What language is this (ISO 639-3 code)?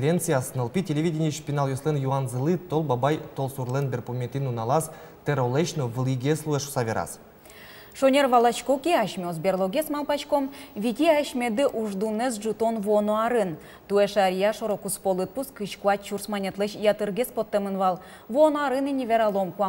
udm